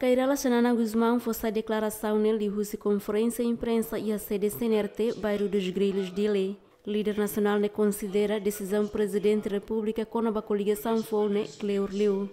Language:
Tetum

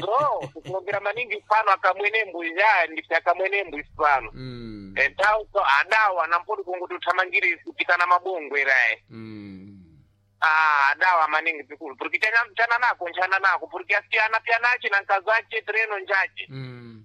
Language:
Sena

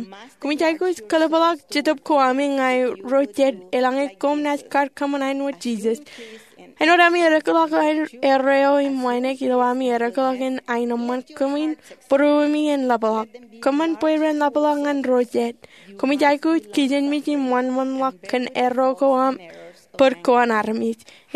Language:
Marshallese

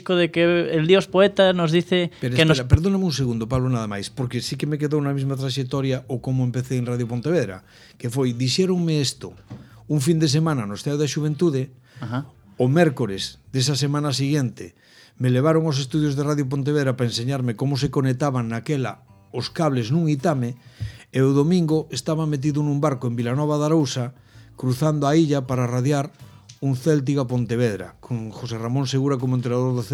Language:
Galician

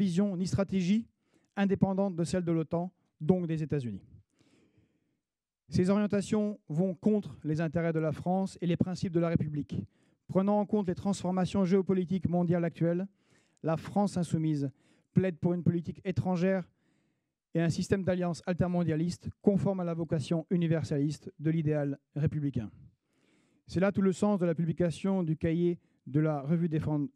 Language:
French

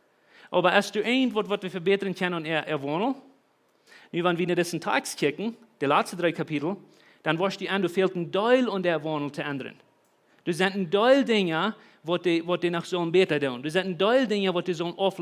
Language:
Plautdietsch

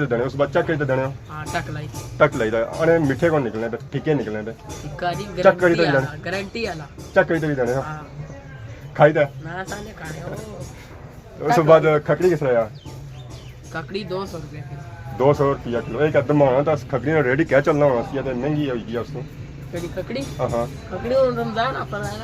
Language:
Pahari-Potwari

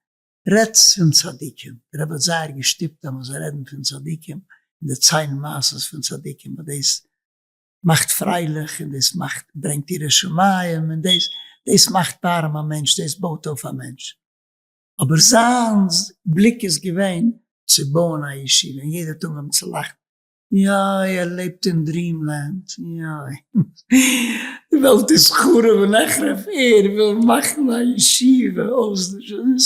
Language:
Yiddish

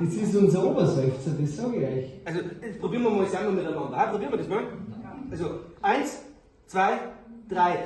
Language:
Bavarian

